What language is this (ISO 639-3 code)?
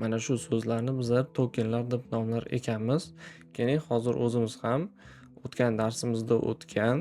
uzb